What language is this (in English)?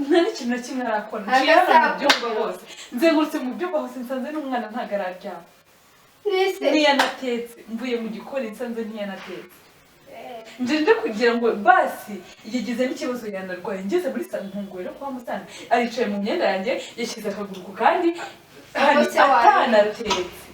Kinyarwanda